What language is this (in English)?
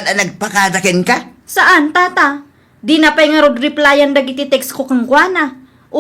Iloko